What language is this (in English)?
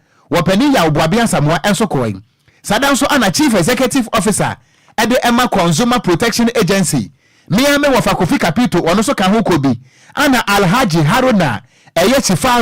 Akan